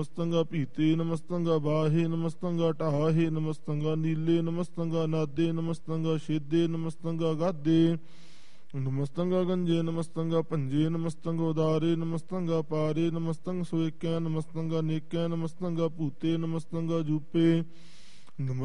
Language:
Punjabi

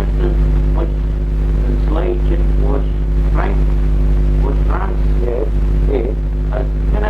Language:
Manx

